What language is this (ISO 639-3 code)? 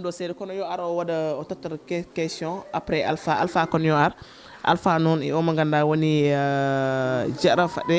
ful